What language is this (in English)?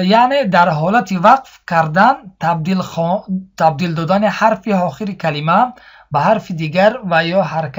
Tajik